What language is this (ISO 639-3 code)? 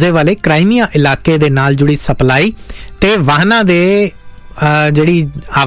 pan